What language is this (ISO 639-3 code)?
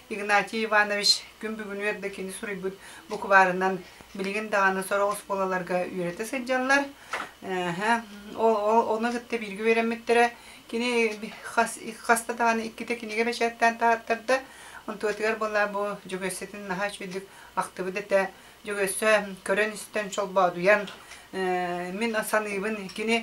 sah